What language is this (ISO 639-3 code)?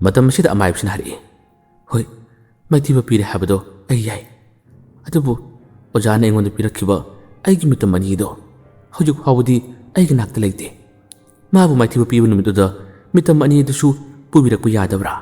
mni